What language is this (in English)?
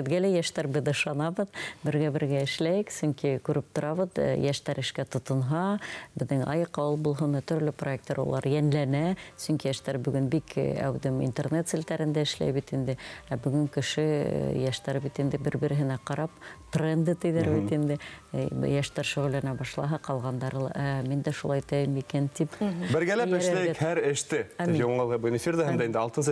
Bashkir